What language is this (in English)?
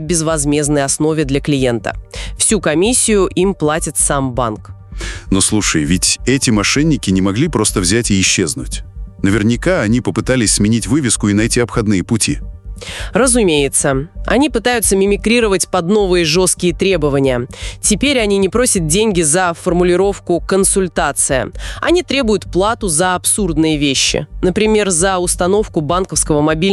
Russian